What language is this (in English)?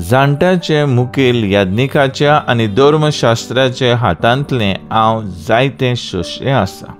Konkani